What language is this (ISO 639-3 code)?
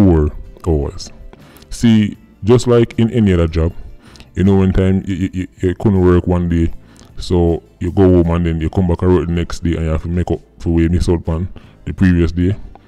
jam